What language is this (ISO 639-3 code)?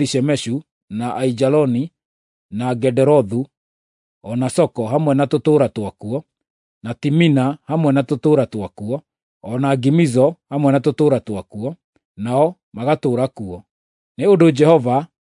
kik